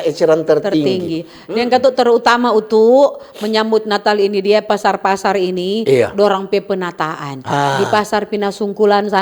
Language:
Manado Malay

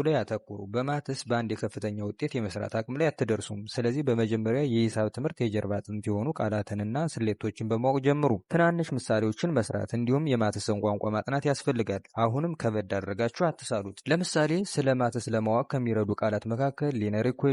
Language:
Amharic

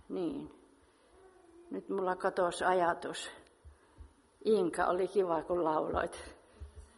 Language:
Finnish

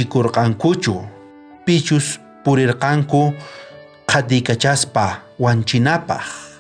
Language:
South Bolivian Quechua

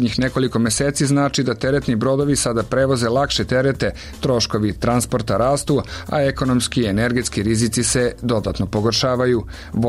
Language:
Croatian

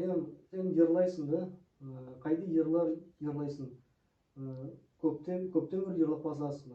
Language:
Nogai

